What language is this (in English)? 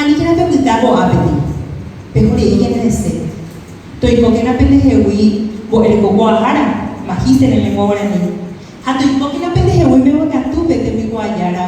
Guarani